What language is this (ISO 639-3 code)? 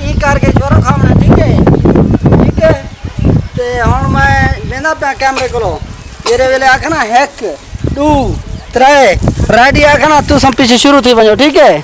skr